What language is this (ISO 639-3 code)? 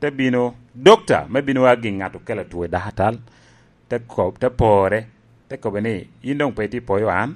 laj